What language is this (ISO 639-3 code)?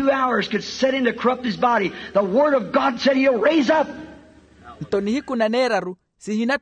vmw